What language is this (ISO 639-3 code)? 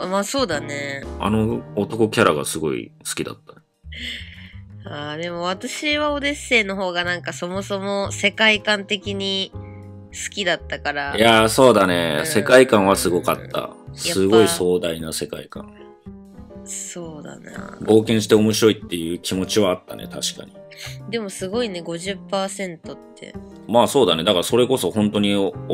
jpn